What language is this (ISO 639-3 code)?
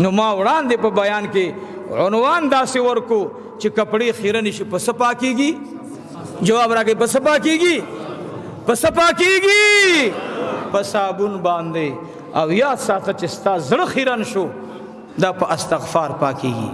pus